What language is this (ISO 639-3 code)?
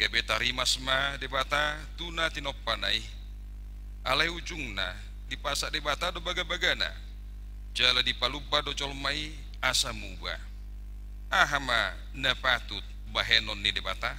bbc